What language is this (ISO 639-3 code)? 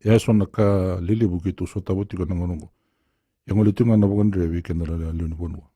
fij